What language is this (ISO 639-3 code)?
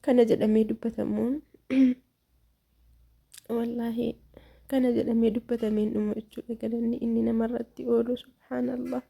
orm